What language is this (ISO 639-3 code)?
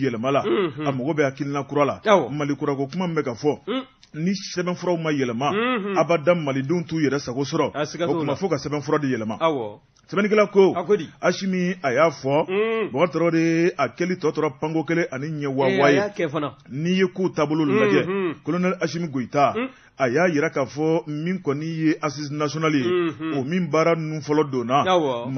bam